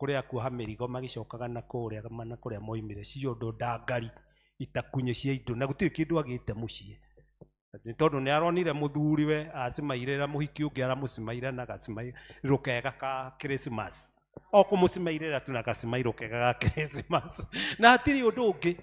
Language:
Kikuyu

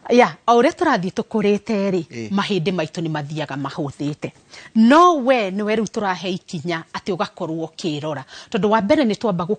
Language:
Kikuyu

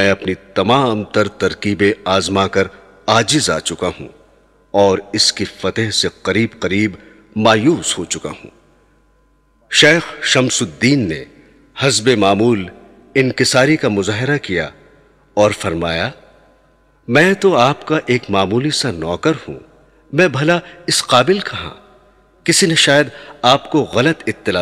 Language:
Urdu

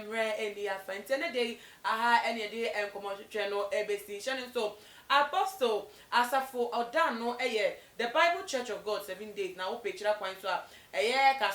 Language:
Akan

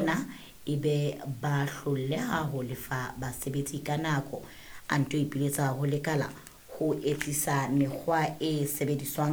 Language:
Southern Sotho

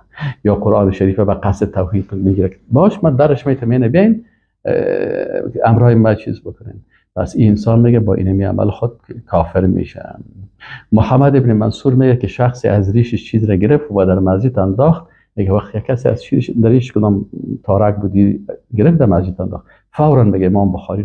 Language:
Persian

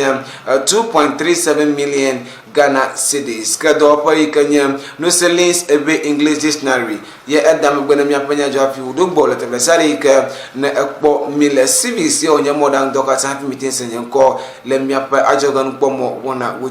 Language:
Ewe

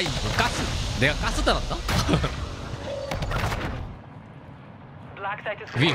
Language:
Korean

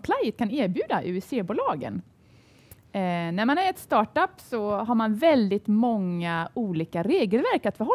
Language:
Swedish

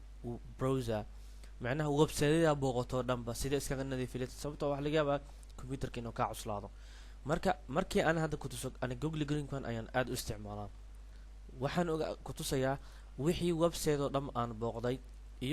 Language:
Somali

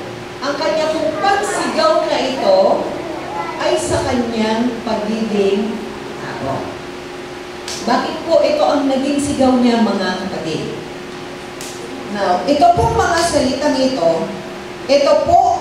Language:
Filipino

